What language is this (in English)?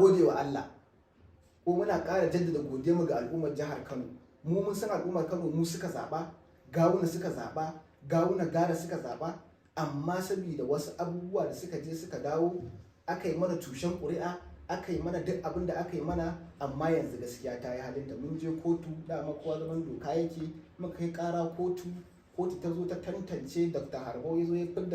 Hausa